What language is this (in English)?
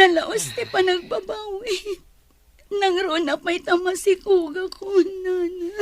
Iloko